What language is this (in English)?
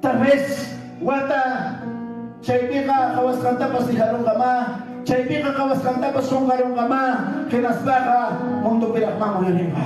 Ayacucho Quechua